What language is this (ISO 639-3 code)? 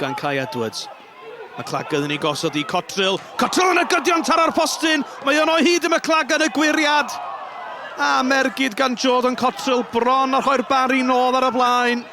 cym